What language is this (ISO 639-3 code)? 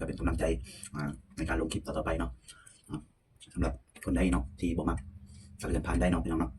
lao